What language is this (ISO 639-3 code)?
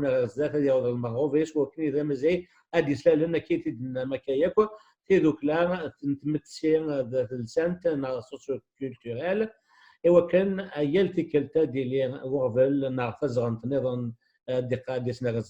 kab